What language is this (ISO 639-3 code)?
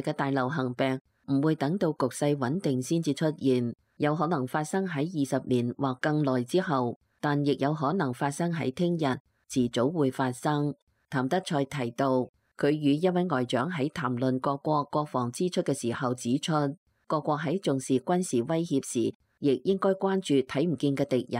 yue